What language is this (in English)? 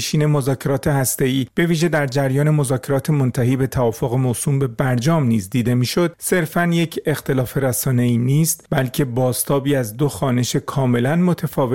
Persian